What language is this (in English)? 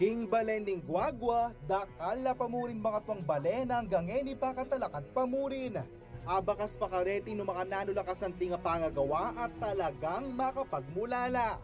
Pampanga